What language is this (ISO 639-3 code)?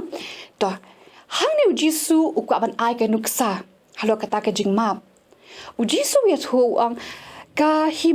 kha